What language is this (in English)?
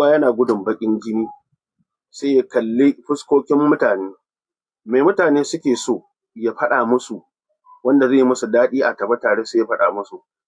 Hausa